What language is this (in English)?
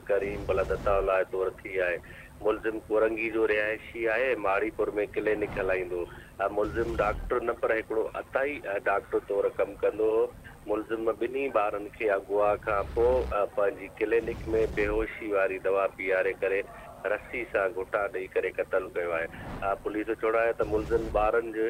Sindhi